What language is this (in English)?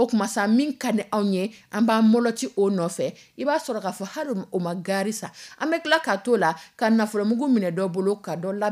Dyula